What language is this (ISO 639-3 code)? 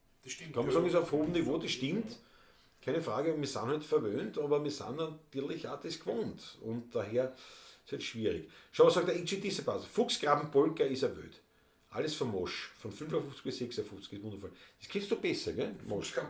bar